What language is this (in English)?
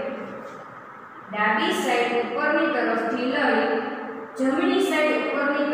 Gujarati